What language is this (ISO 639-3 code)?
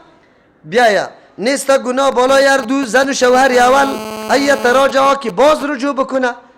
fas